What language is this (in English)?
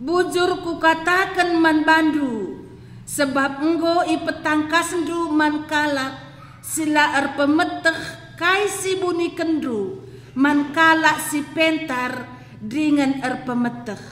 Batak Karo